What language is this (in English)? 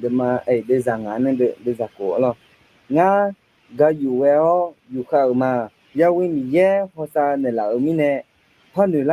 Akha